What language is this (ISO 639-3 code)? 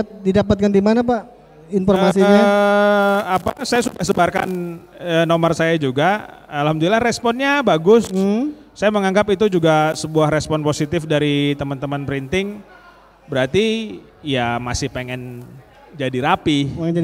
ind